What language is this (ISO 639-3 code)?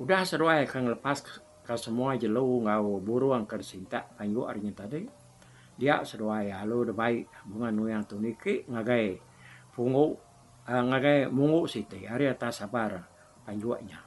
iba